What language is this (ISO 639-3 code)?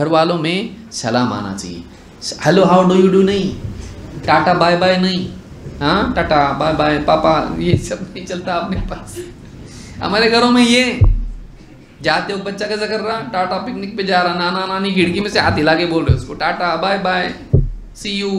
urd